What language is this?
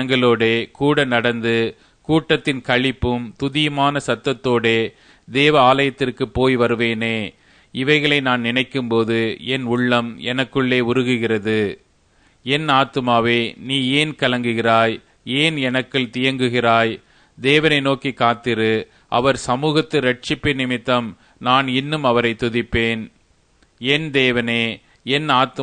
Tamil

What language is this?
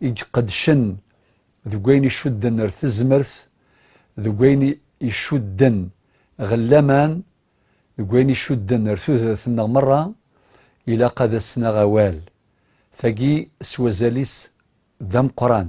Kabyle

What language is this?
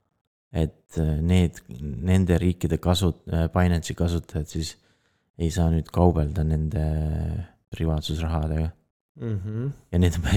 Estonian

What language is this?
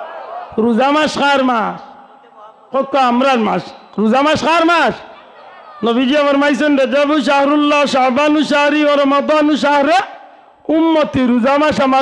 Sylheti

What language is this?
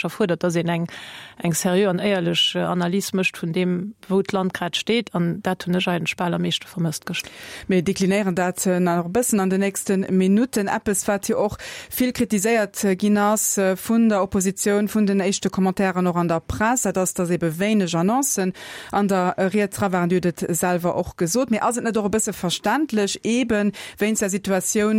Luxembourgish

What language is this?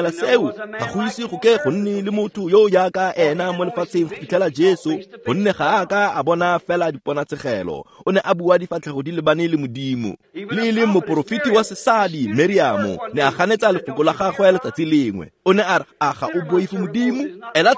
Tswana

